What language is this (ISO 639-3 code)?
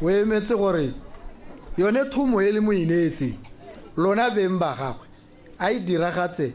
tsn